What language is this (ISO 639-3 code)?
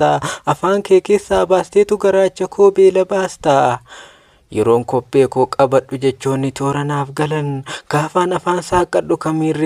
orm